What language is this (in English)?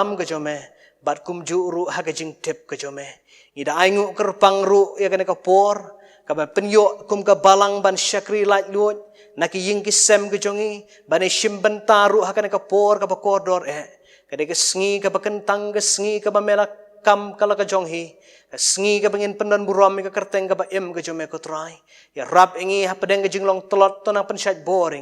Khasi